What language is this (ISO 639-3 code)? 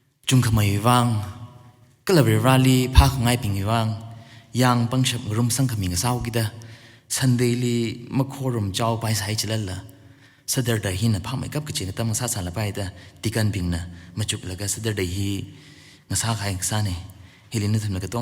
nmf